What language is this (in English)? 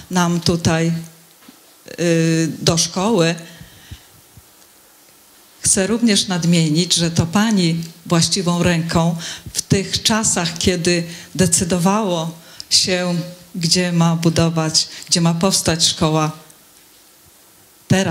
Polish